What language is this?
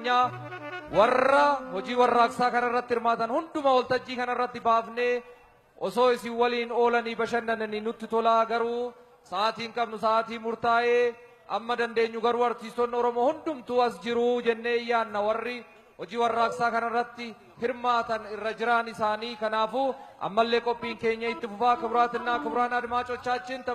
Oromo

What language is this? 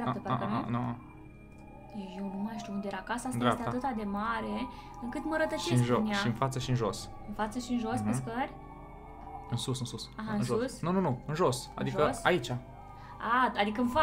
Romanian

